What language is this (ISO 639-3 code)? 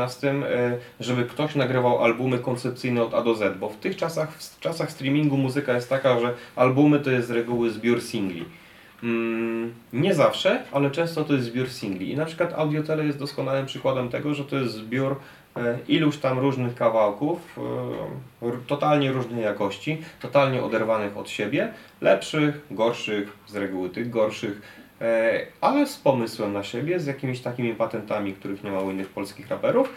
pol